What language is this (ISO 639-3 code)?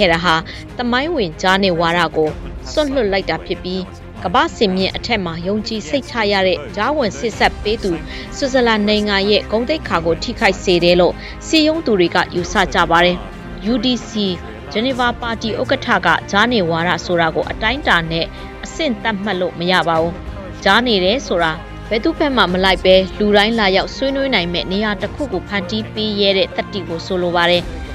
mya